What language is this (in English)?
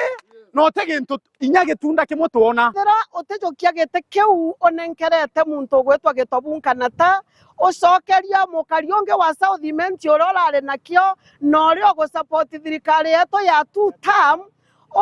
Meru